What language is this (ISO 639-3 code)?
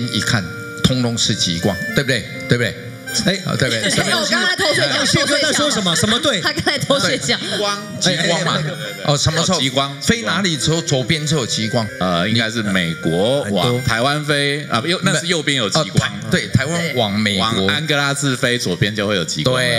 zho